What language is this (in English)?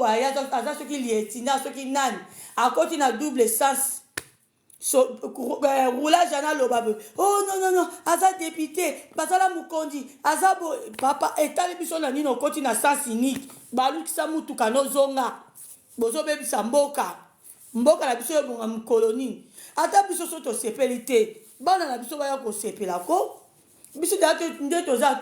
Lingala